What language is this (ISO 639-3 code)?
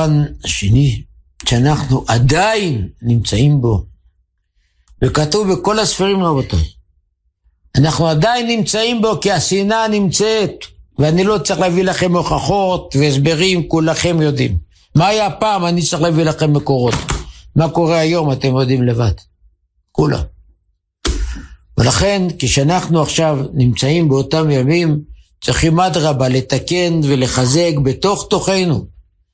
heb